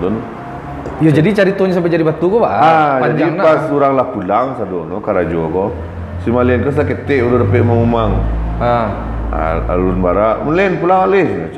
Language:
Minangkabau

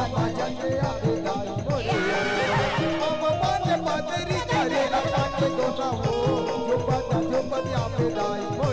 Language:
Chhattisgarhi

